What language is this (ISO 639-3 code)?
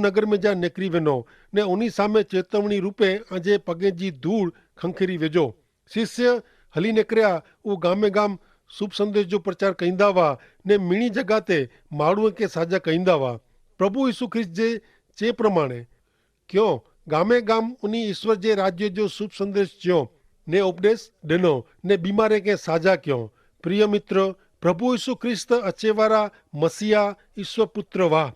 kfr